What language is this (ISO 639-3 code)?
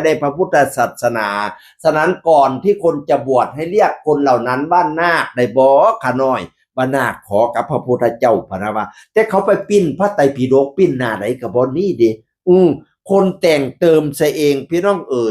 tts